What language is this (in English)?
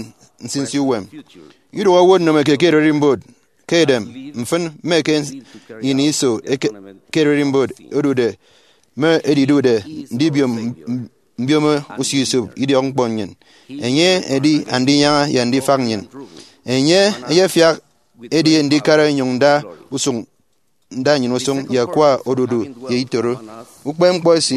Efik